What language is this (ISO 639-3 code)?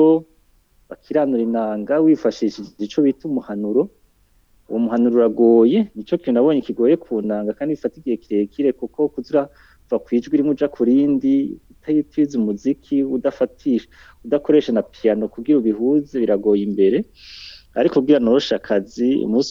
run